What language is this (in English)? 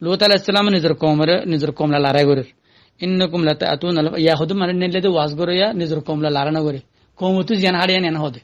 Rohingya